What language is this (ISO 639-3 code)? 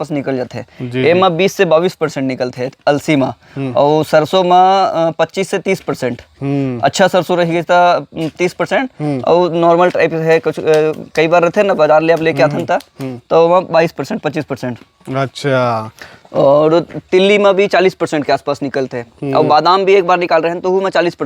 hne